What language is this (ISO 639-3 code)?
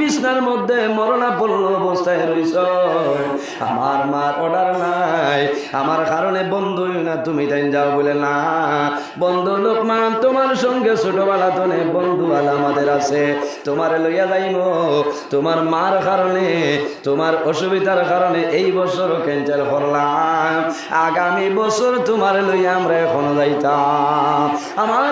syl